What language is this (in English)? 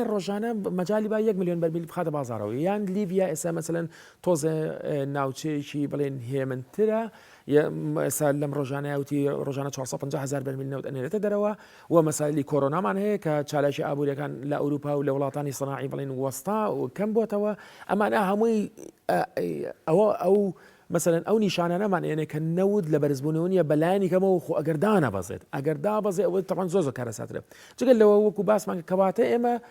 Central Kurdish